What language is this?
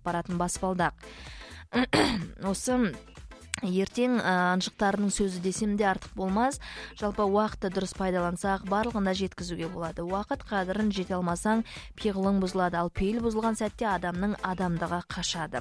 Kazakh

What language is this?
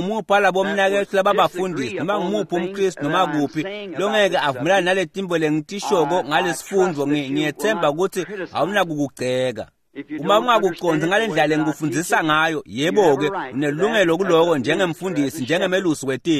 Swati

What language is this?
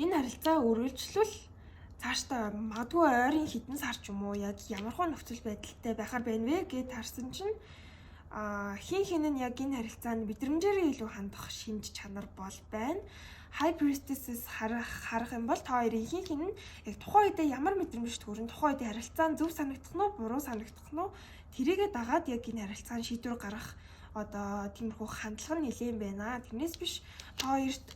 Mongolian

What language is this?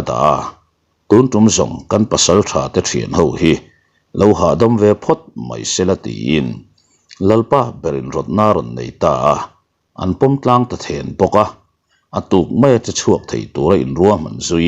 Mizo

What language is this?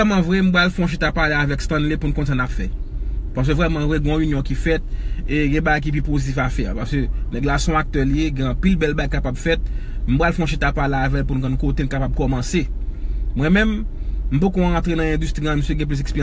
Haitian Creole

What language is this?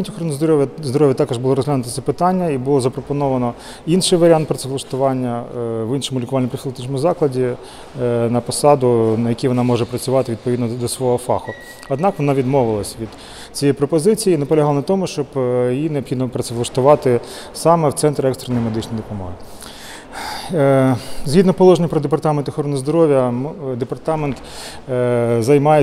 Ukrainian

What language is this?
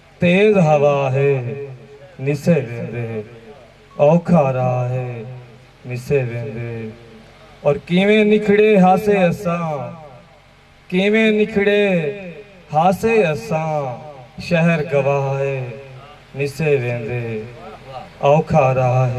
Saraiki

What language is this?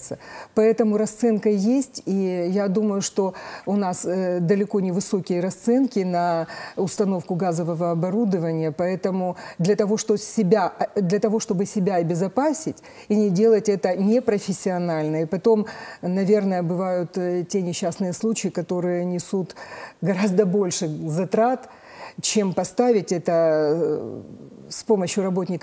Russian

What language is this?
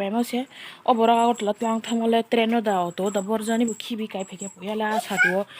Kok Borok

